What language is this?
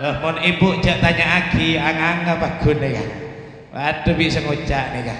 Madurese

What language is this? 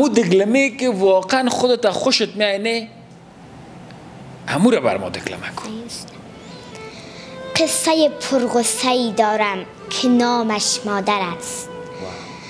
Persian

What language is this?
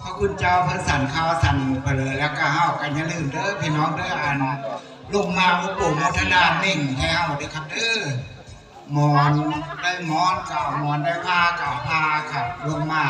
Northeastern Thai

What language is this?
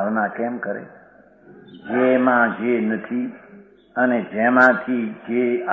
Gujarati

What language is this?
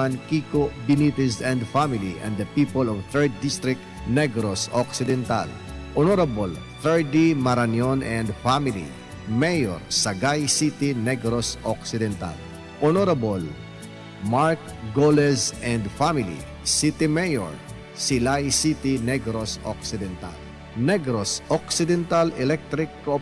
Hiligaynon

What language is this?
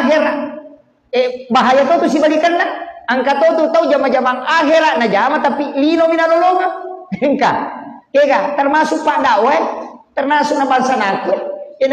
Buginese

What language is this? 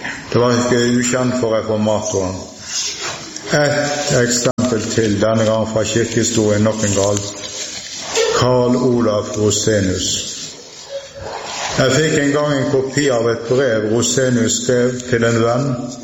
Norwegian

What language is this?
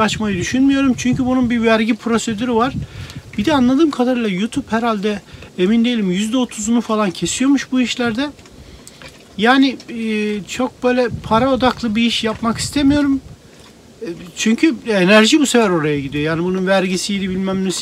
Turkish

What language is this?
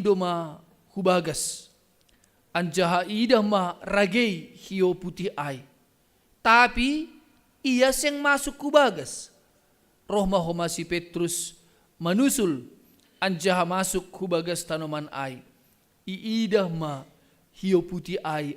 Batak Simalungun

